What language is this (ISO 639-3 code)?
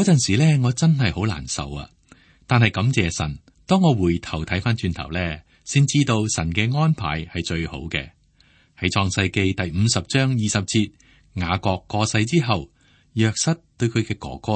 yue